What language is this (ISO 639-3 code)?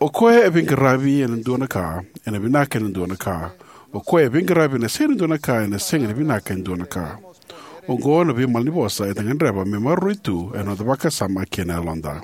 fij